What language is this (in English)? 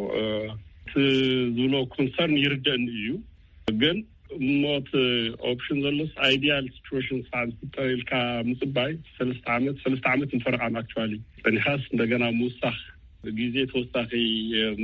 Tigrinya